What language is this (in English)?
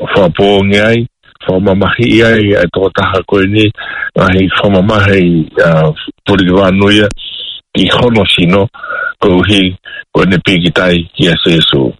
Tongan